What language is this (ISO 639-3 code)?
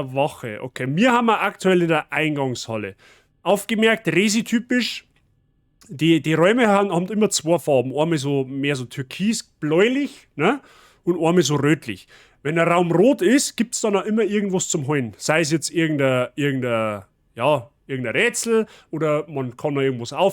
bar